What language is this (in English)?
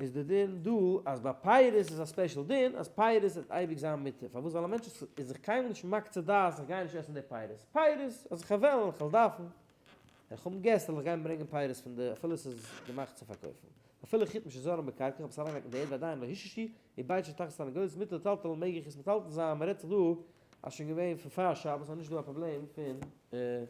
Yiddish